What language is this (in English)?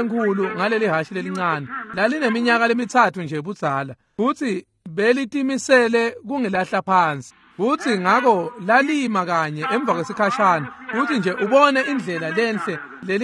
Swati